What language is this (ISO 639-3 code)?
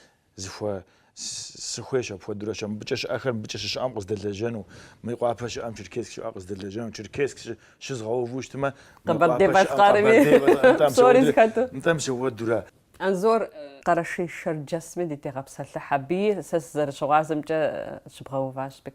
kbd